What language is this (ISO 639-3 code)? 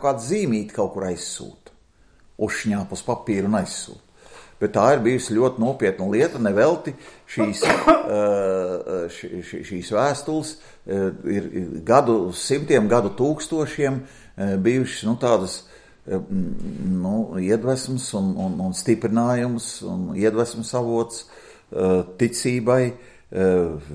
lav